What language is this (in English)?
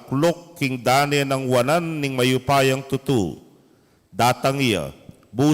Pampanga